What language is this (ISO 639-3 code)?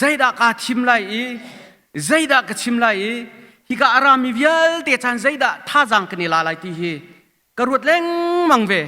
cnh